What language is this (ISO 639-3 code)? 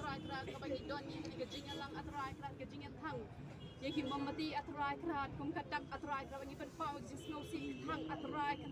kha